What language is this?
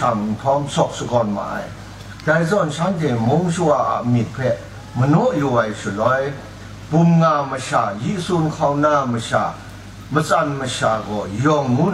Kachin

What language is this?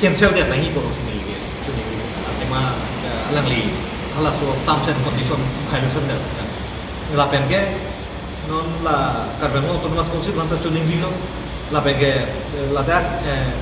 Karbi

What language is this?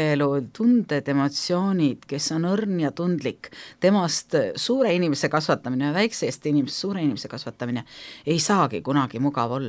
Estonian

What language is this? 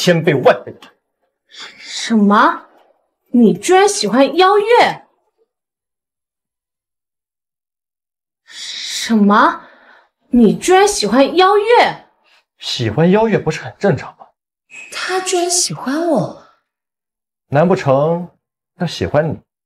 Chinese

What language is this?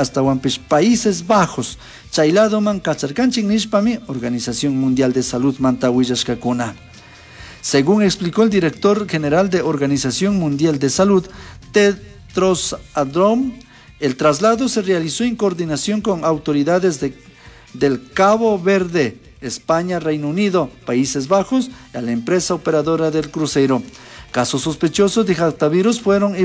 Chimborazo Highland Quichua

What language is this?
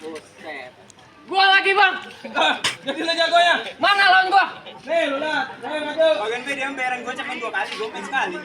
Betawi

